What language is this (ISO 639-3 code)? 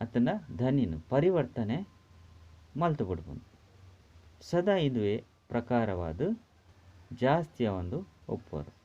tcy